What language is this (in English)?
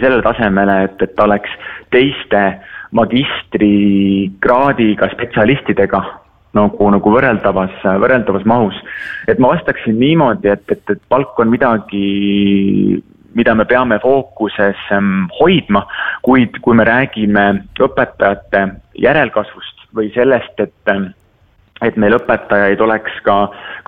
Estonian